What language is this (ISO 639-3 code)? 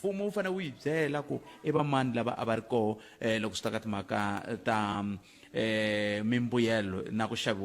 tso